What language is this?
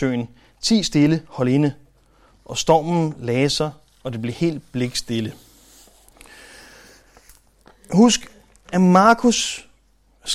Danish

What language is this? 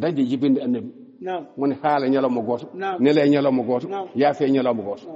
Fula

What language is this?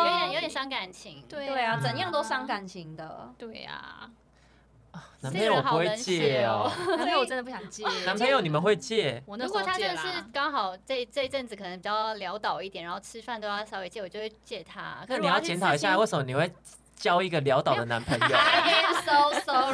Chinese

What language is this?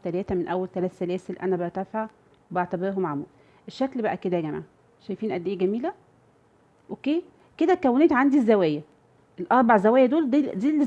Egyptian Arabic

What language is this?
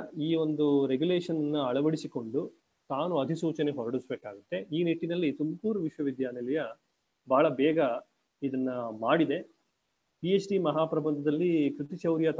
Kannada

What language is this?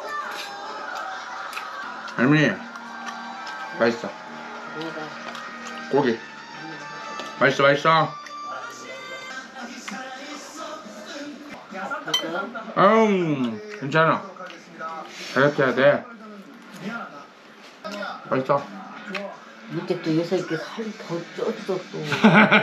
Korean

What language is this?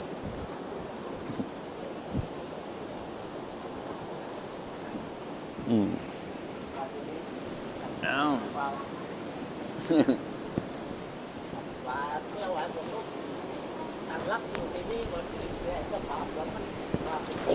Thai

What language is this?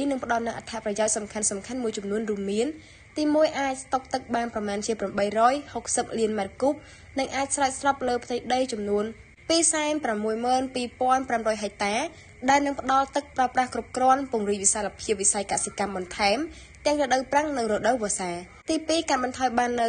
Khmer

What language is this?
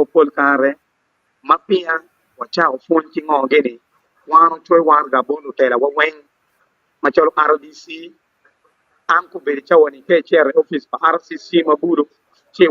Acoli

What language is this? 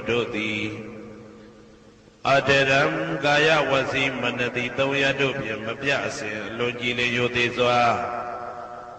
Burmese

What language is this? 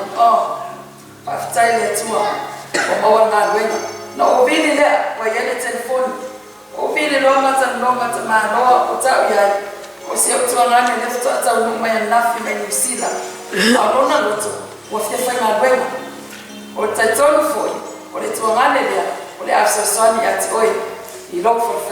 Samoan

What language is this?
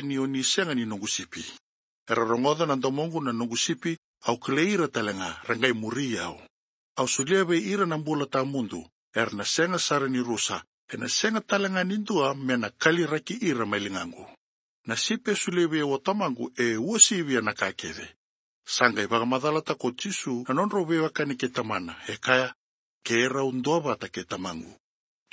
Fijian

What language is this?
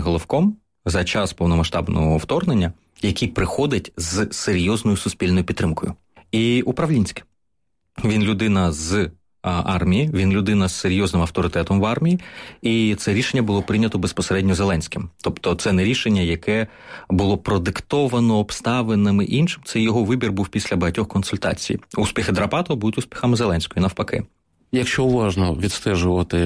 Ukrainian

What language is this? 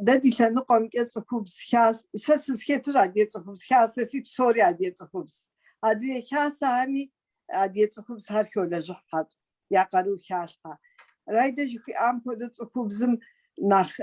Kabardian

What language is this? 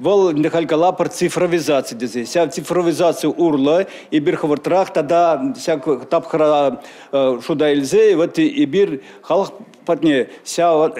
Chuvash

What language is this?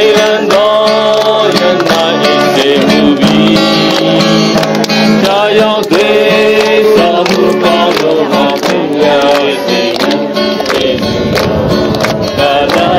Burmese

